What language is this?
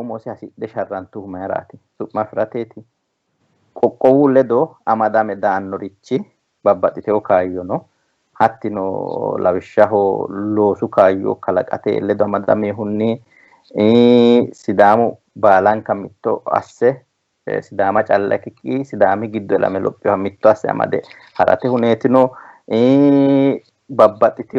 Sidamo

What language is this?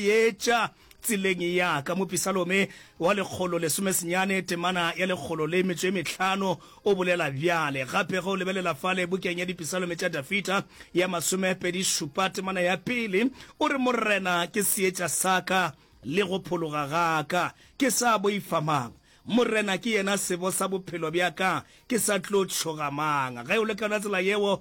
Northern Sotho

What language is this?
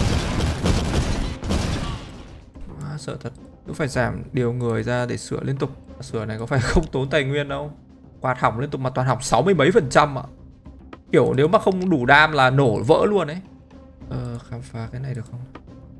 Vietnamese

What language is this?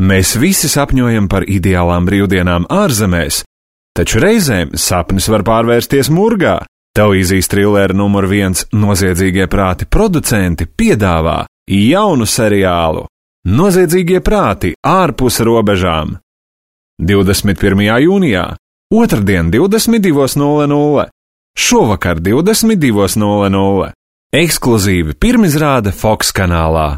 Latvian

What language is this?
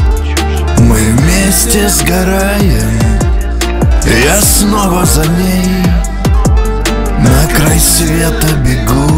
Russian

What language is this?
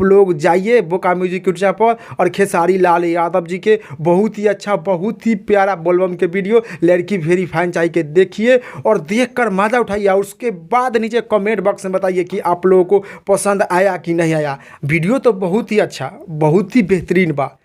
Bhojpuri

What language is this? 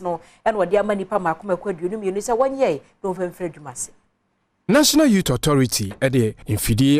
Akan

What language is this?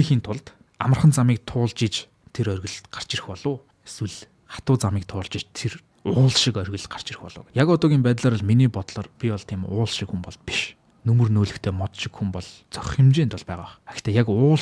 Mongolian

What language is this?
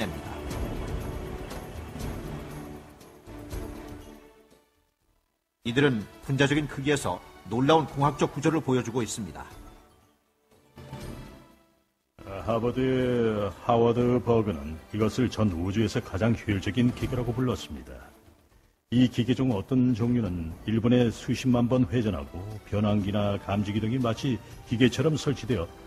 Korean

